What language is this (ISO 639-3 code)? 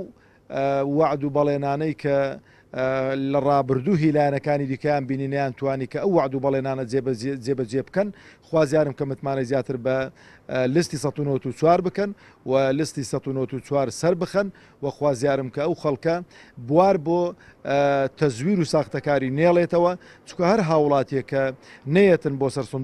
ckb